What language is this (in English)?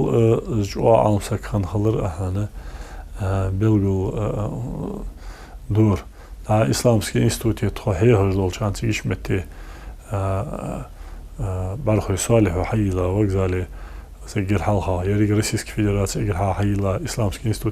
Ingush